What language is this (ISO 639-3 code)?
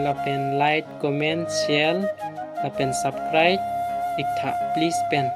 mjw